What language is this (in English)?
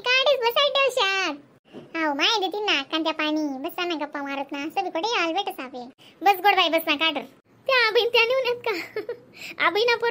Khandesi